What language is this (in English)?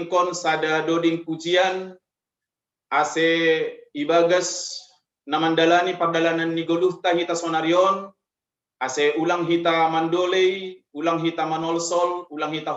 Batak Simalungun